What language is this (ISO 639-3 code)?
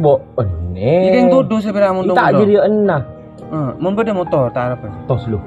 mad